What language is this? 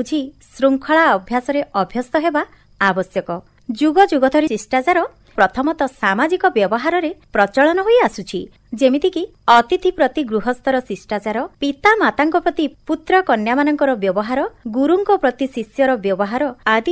Odia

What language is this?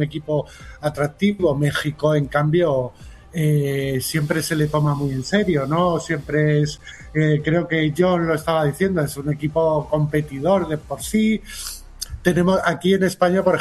Spanish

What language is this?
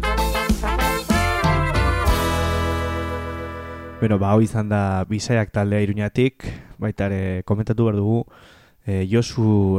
Basque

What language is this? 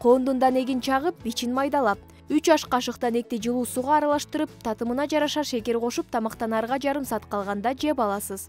Kyrgyz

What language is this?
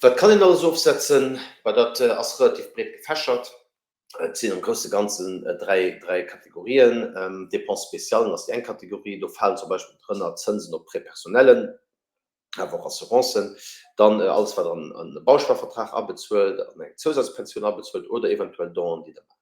Luxembourgish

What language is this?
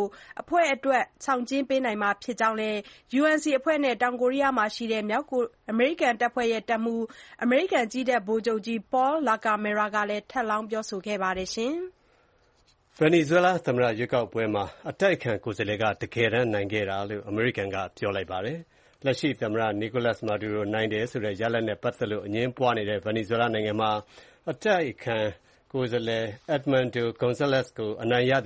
Burmese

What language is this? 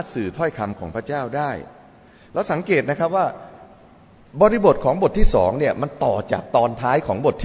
Thai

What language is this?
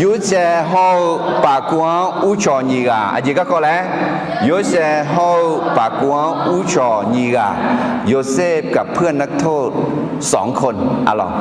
Akha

